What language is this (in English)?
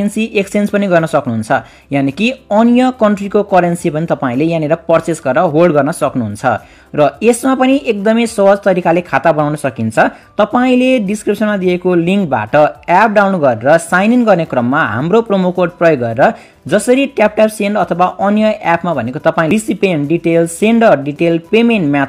Nepali